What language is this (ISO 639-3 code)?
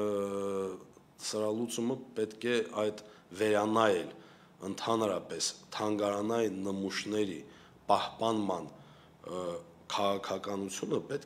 hye